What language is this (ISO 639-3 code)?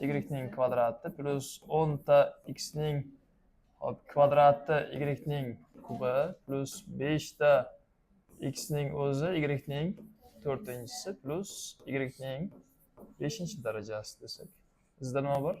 uzb